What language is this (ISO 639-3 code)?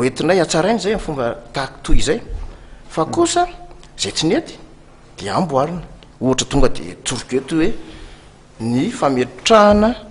mlg